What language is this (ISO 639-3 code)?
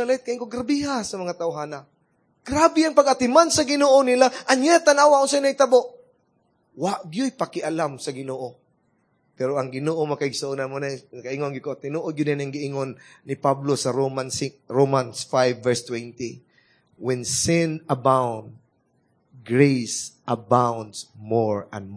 ceb